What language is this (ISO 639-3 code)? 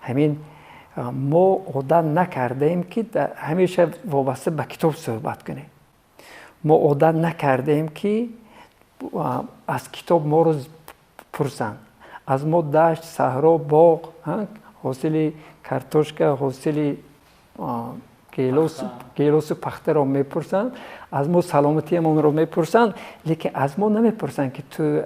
tgk